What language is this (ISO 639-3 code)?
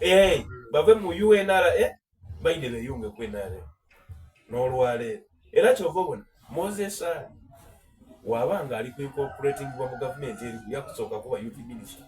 xog